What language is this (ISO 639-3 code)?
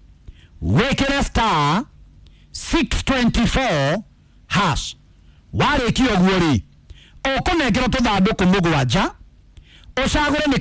kik